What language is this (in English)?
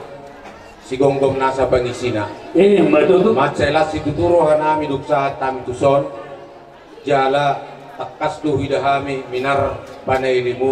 Batak Toba